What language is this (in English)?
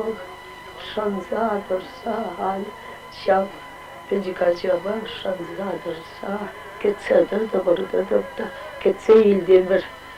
Chuvash